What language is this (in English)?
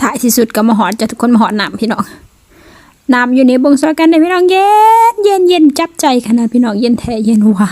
Lao